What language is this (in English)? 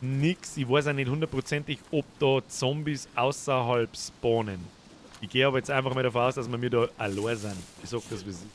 Bavarian